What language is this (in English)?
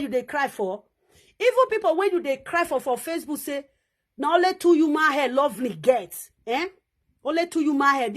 Nigerian Pidgin